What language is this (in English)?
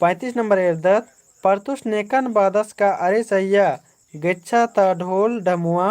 Kurukh